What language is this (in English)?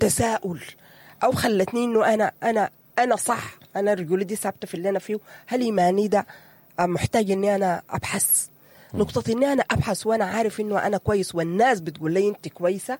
Sudanese Arabic